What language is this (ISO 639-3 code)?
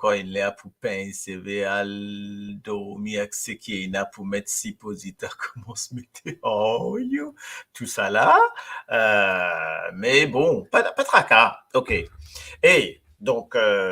mfe